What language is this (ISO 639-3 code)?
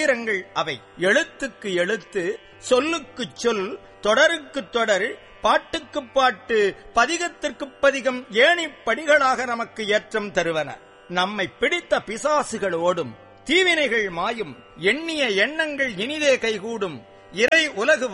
tam